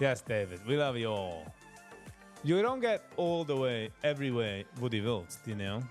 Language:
Yiddish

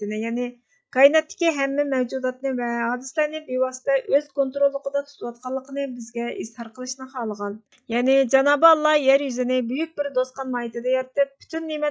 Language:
Uyghur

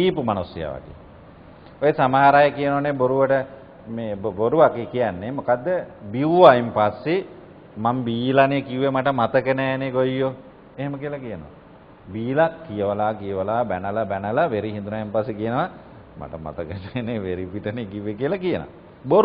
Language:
Sinhala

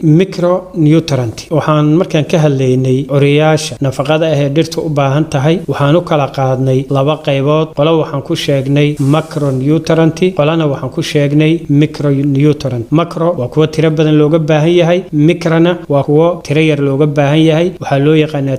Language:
Somali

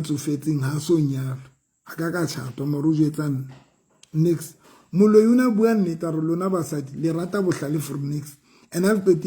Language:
Southern Sotho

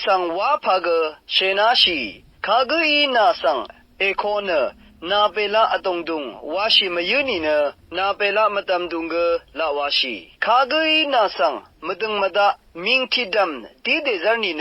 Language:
Rawang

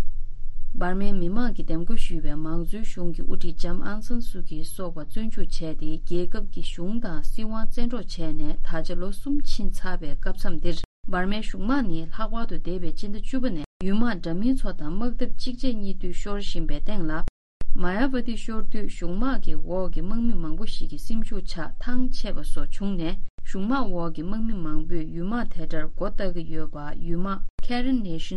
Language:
Tibetan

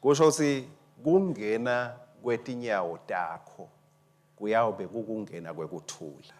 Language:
Swati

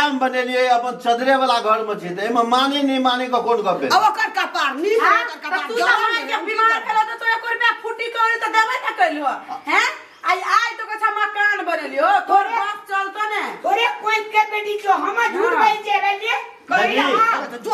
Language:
Maithili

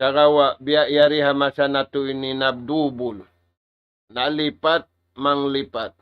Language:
Tausug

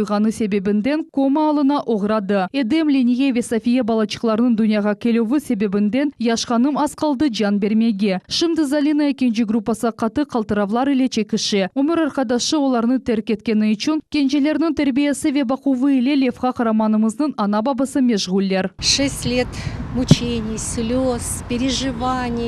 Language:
Crimean Tatar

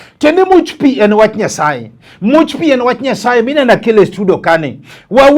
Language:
Luo (Kenya and Tanzania)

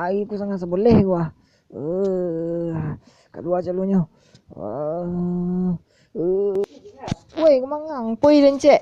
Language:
Minangkabau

